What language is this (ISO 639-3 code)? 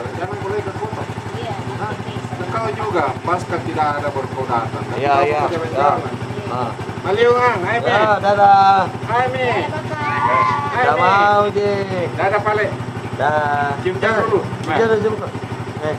mfp